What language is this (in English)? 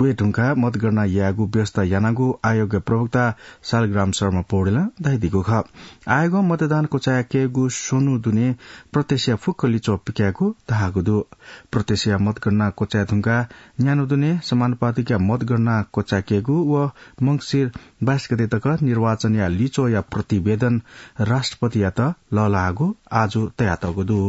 Newari